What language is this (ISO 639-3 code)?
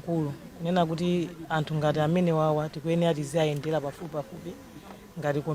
nya